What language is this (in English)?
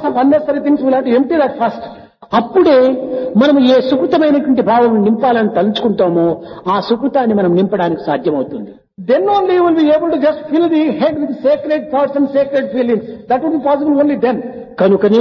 Telugu